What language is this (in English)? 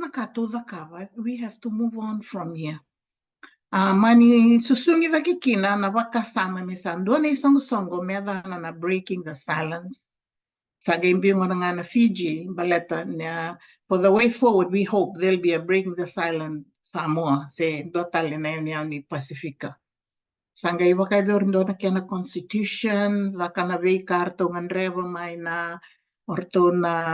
Fijian